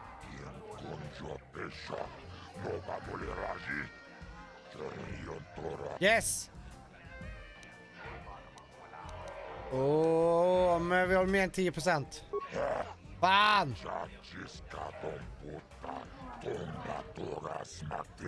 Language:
Swedish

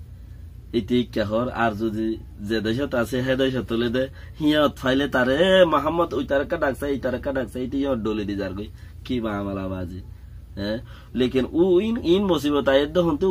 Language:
Rohingya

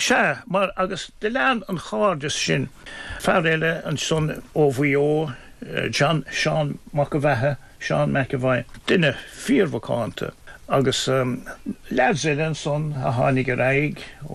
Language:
Irish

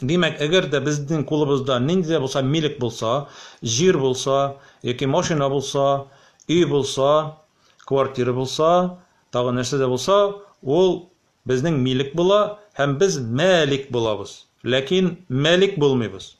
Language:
Tatar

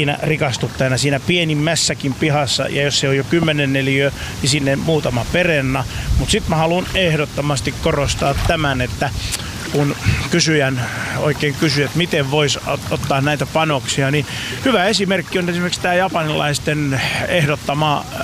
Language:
Finnish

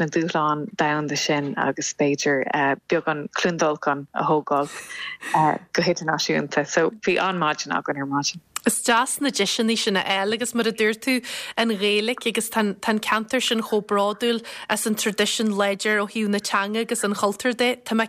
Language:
Irish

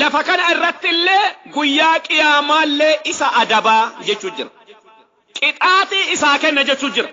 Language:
Oromo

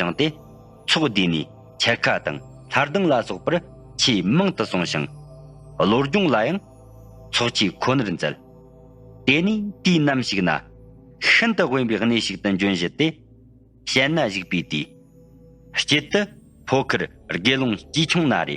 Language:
Tibetan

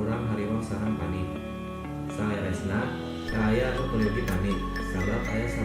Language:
Sundanese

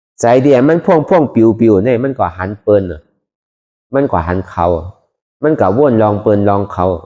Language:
Shan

